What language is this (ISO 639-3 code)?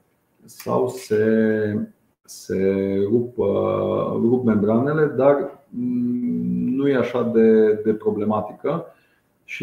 ron